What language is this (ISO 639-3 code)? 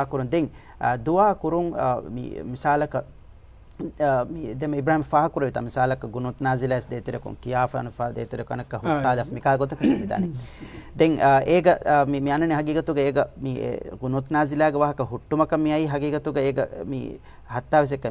div